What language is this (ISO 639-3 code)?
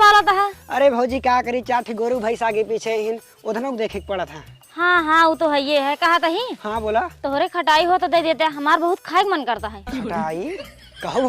awa